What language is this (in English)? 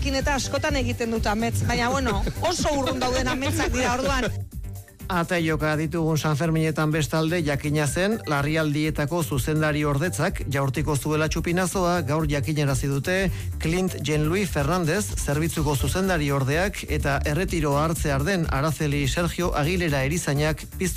Basque